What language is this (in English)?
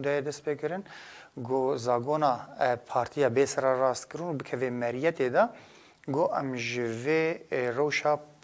Kurdish